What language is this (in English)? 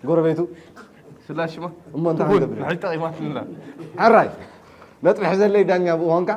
Tigrinya